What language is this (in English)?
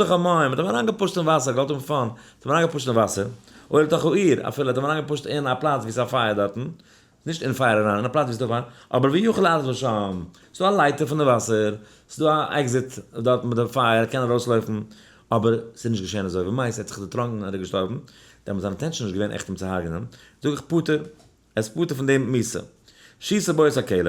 Yiddish